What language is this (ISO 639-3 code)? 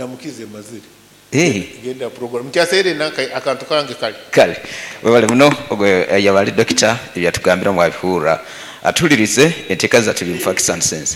nyo